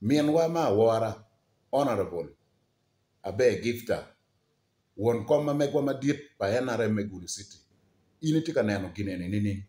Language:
Acoli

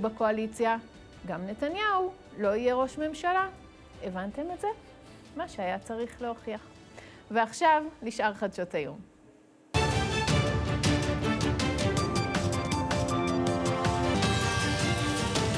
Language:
Hebrew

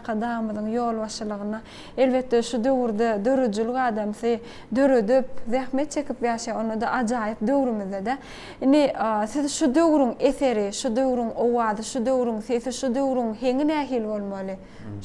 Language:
Turkmen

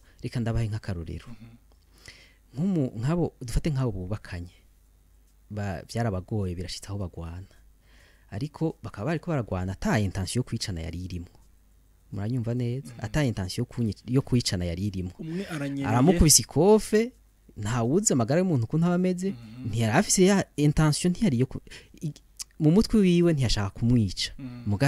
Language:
Rundi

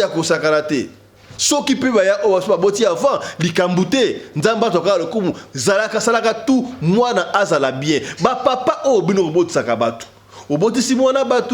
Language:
Lingala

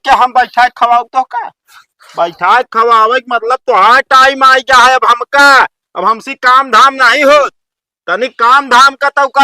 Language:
Awadhi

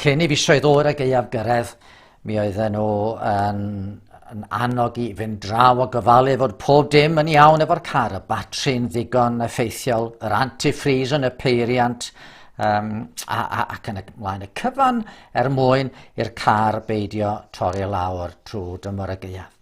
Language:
Welsh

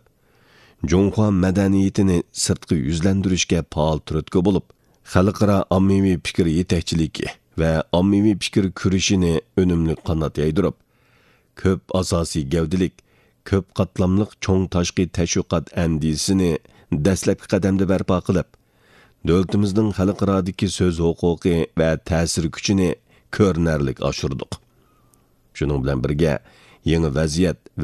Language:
Uyghur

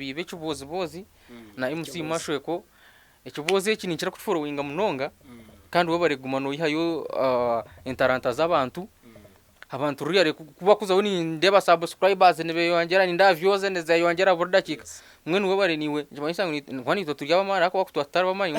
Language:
Nyankole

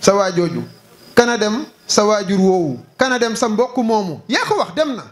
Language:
Wolof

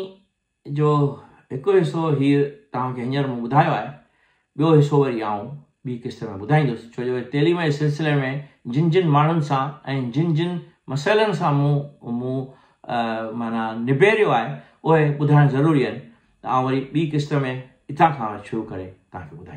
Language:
Sindhi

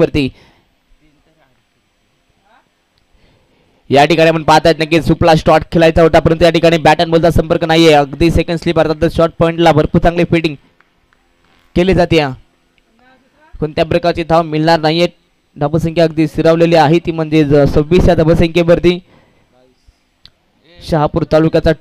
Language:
Marathi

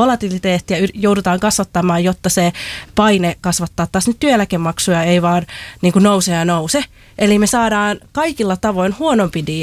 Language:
Finnish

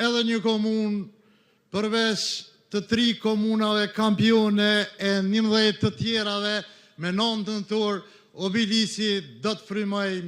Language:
Albanian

